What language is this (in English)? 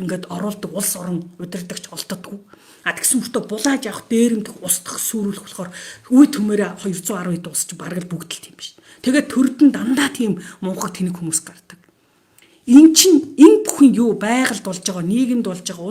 Mongolian